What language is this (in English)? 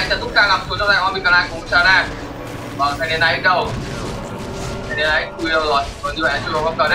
Vietnamese